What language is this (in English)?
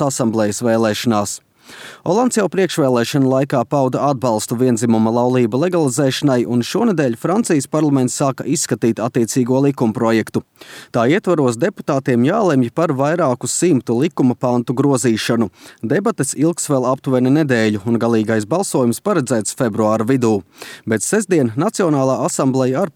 Latvian